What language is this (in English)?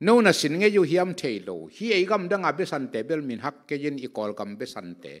Tedim Chin